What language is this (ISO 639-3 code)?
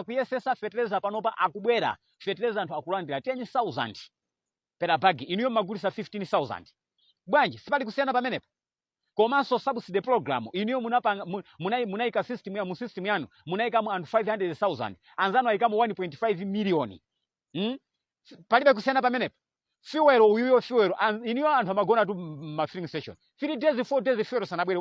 nya